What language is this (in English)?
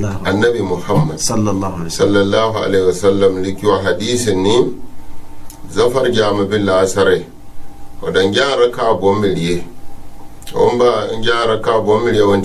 Gourmanchéma